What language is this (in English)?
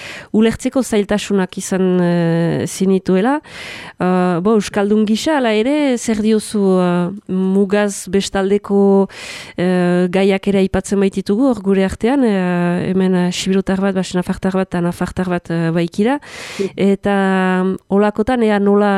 Basque